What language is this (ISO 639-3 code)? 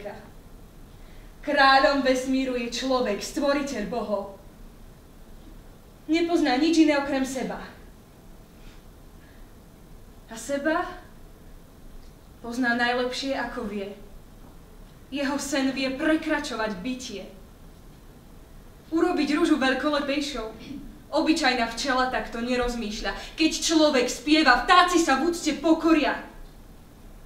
slk